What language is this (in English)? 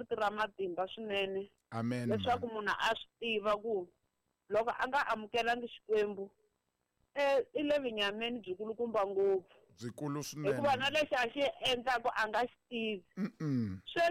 Tsonga